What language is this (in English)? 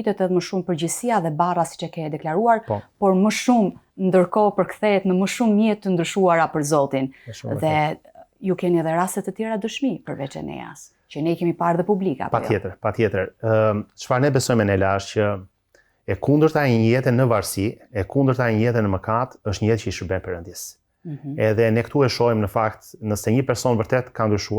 Albanian